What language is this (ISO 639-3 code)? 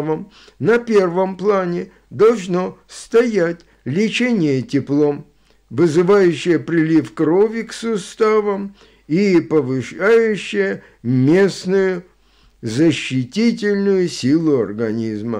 rus